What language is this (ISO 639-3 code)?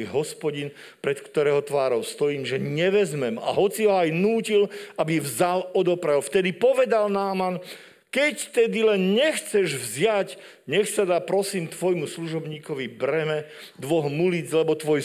slk